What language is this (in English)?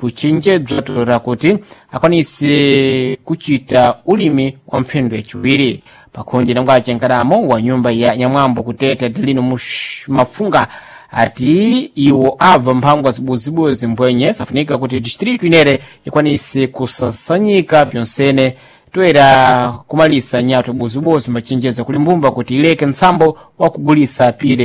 Sena